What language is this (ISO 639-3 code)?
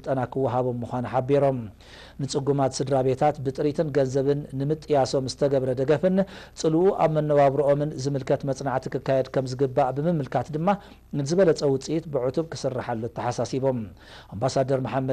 tir